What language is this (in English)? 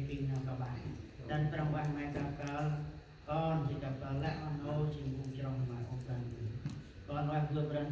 Central Mnong